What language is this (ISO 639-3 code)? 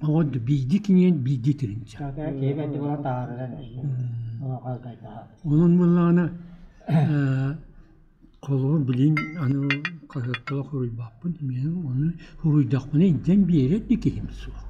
sah